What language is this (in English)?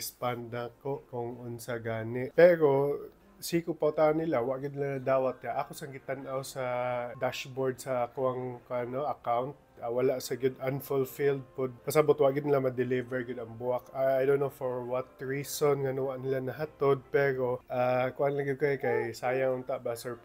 Cebuano